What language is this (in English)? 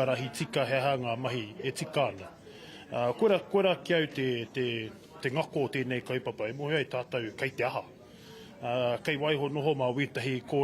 Māori